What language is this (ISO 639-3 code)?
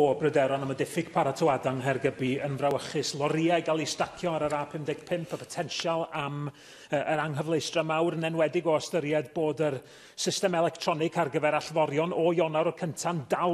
cym